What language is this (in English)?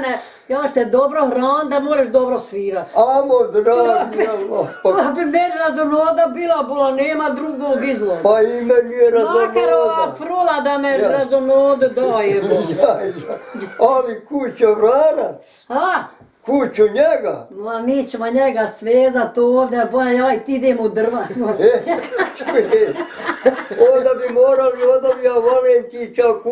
Bosnian